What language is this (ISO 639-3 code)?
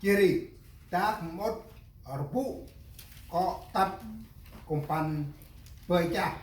cmo